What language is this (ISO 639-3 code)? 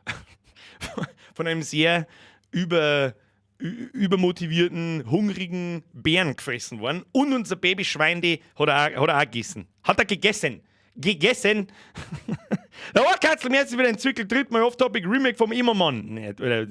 bar